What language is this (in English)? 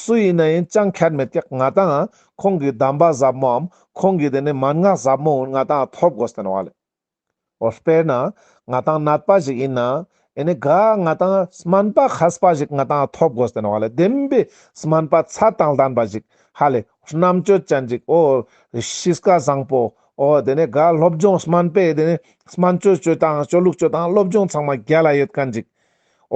Ladakhi